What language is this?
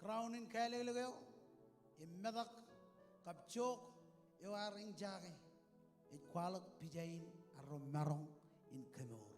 Marshallese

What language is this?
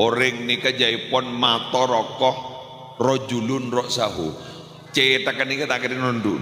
Madurese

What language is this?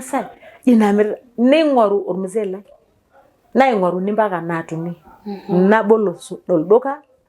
Masai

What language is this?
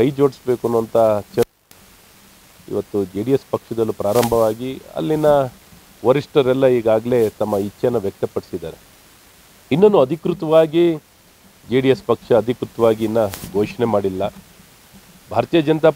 Kannada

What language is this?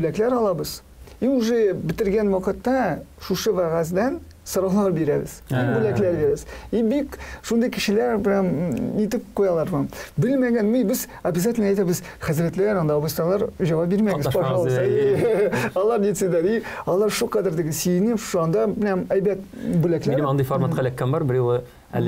Tatar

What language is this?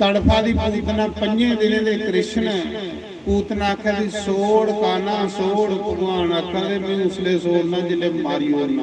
Dogri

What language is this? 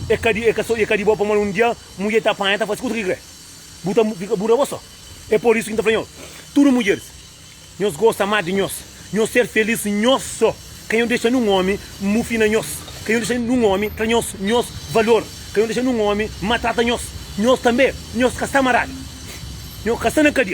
Kabuverdianu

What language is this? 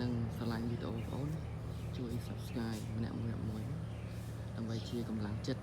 Khmer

